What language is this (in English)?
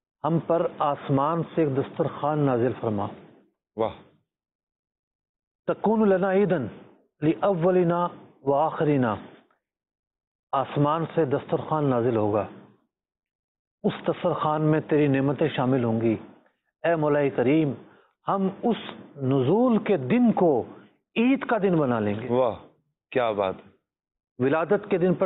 Urdu